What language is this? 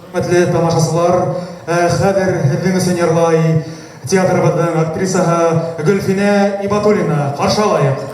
Bashkir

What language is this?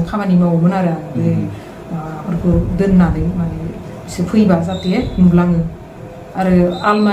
Bodo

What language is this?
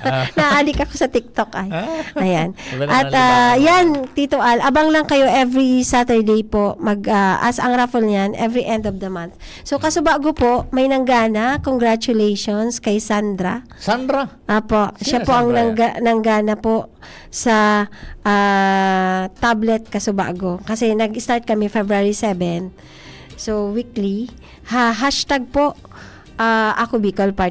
Bikol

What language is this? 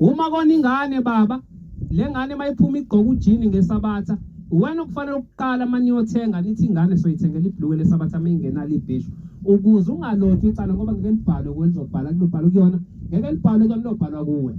Zulu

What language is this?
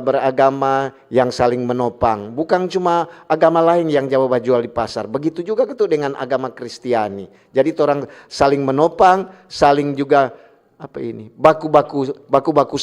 Manado Malay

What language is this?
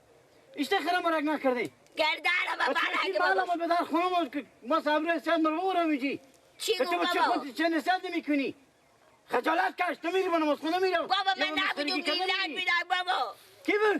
Persian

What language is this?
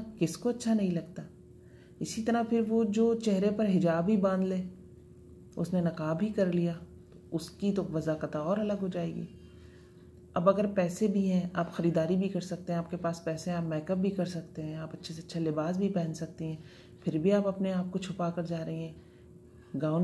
Urdu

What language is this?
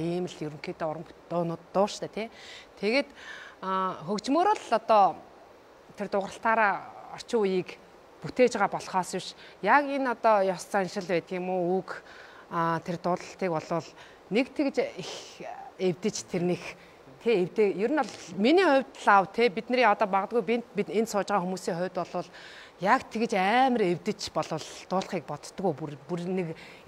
Mongolian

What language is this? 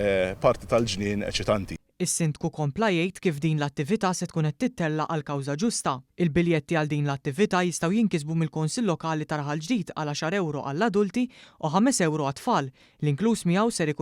Maltese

